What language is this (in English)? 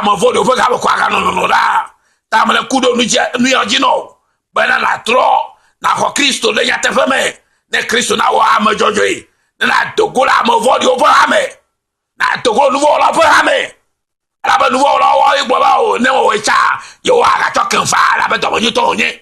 Ewe